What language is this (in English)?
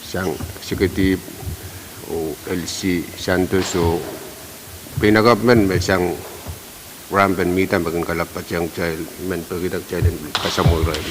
Pohnpeian